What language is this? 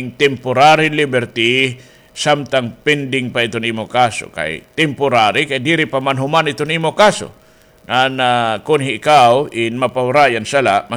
Waray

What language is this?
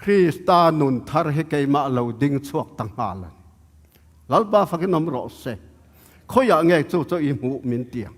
Tedim Chin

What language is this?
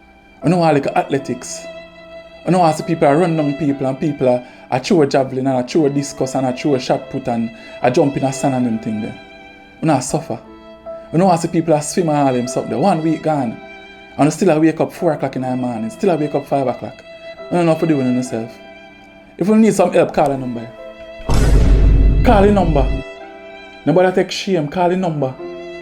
Jamaican Creole English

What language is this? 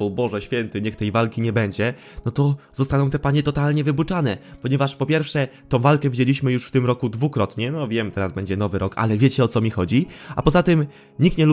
Polish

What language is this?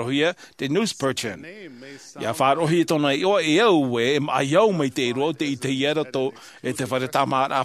Tahitian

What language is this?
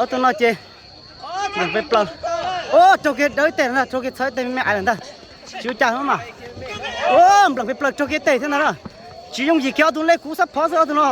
Hmong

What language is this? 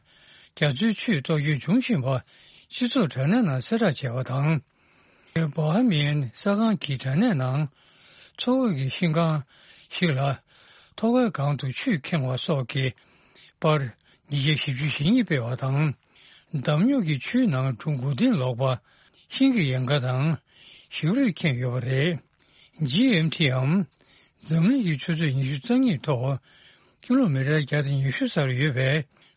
Tibetan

